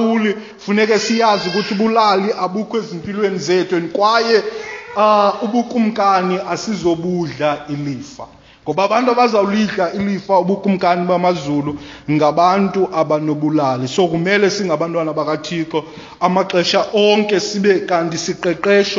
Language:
Xhosa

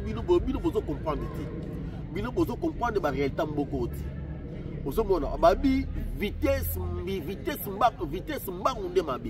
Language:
Lingala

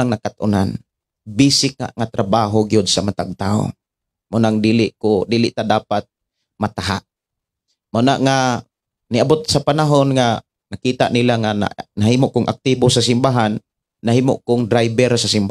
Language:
Cebuano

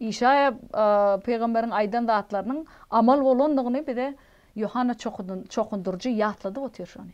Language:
Turkmen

